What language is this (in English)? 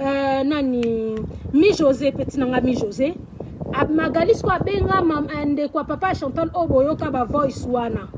Lingala